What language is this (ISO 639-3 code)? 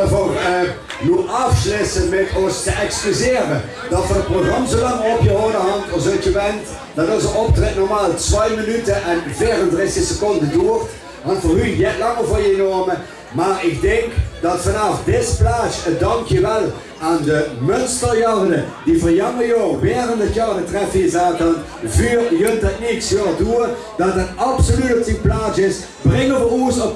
lim